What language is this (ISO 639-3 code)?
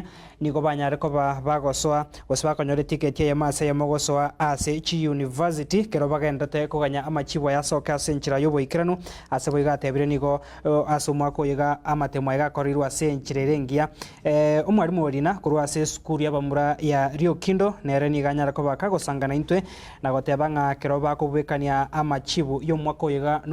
guz